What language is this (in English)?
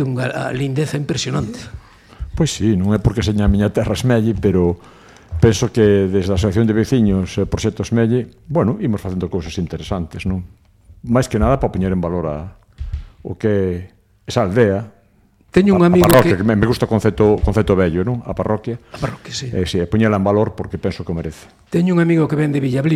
Galician